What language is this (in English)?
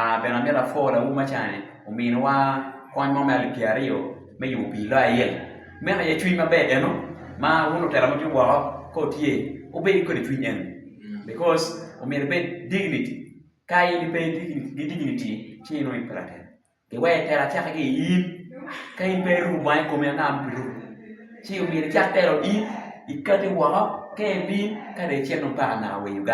Acoli